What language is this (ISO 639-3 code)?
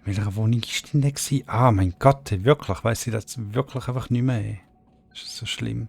gsw